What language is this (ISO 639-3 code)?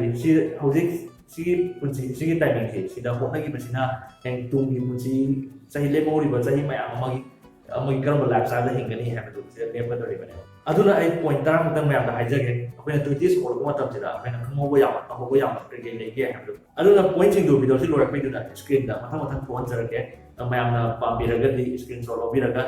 mni